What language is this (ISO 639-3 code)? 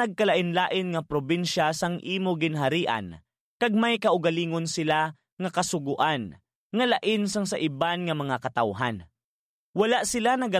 hil